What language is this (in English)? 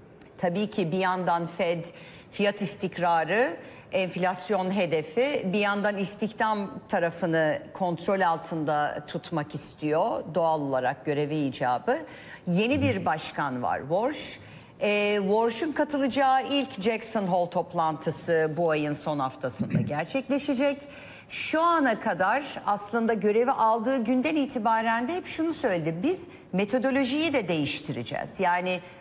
Turkish